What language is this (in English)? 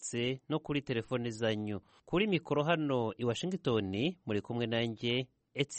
Kinyarwanda